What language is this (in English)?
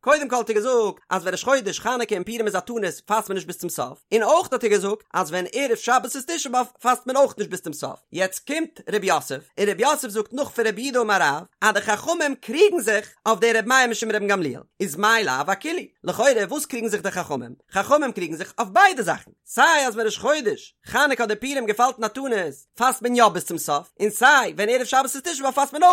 Yiddish